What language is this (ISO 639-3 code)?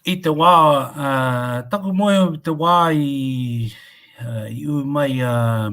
mri